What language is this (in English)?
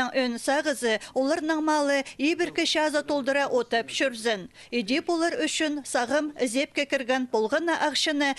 Khakas